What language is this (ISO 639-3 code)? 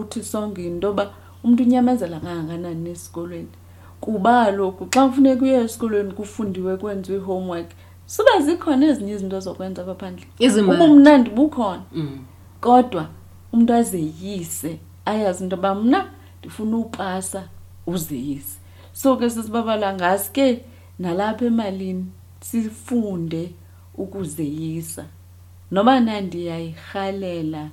xho